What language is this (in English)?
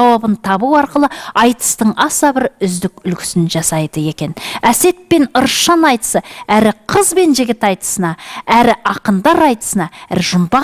Kazakh